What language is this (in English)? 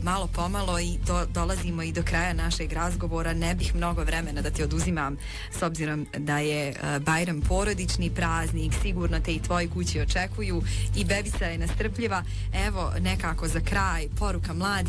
Bosnian